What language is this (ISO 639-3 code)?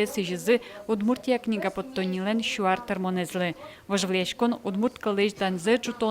udm